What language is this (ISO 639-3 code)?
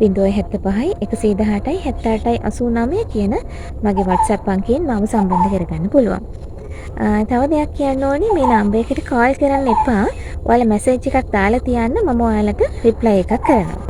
sin